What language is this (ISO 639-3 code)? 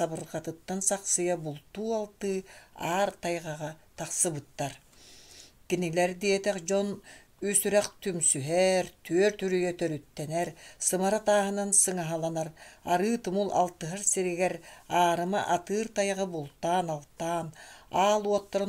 sah